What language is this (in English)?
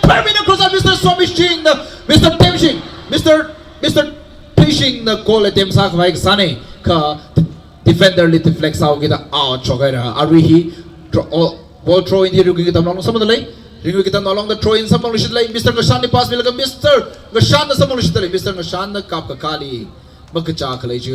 Tangkhul Naga (India)